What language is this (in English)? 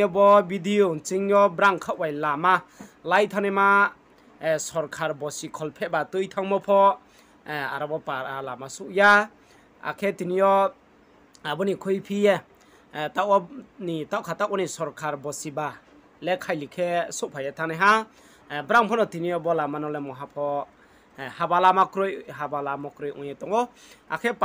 Riang (India)